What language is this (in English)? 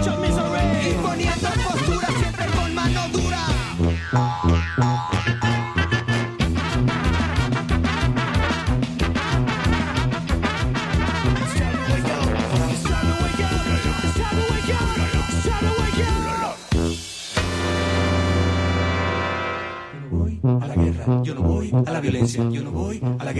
Spanish